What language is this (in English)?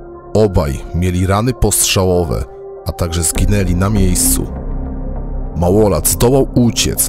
Polish